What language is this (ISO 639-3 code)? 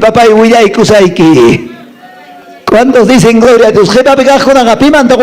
que